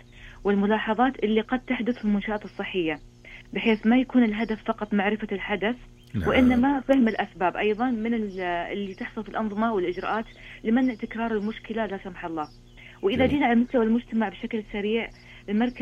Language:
Najdi Arabic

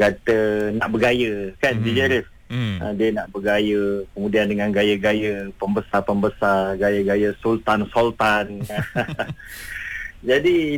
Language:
Malay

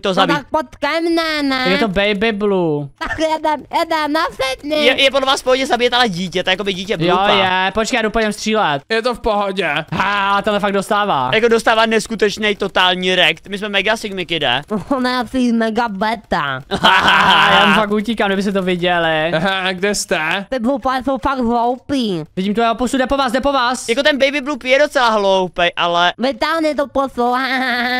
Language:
Czech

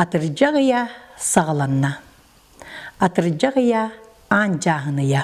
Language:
Yakut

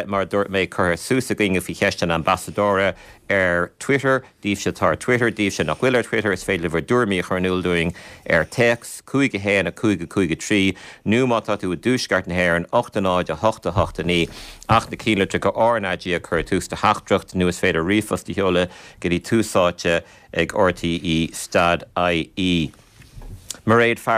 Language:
Irish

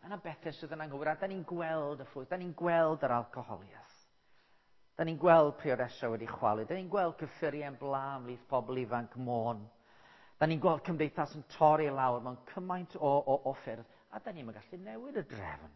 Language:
Welsh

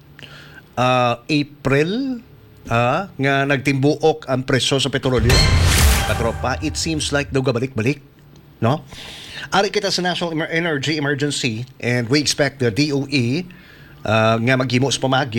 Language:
Hiligaynon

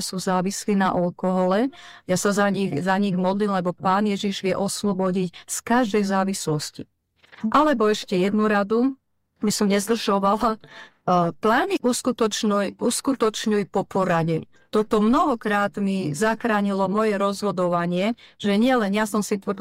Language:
Slovak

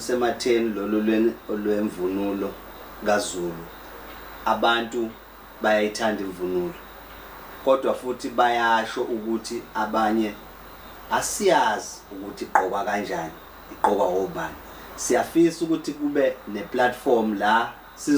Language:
Zulu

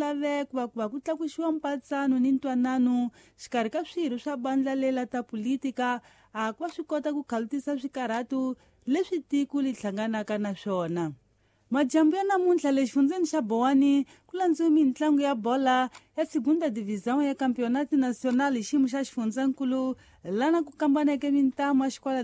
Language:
Tsonga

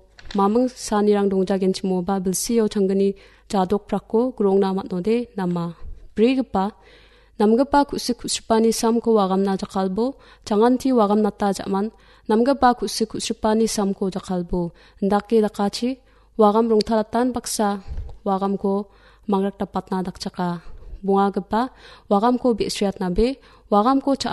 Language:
Garo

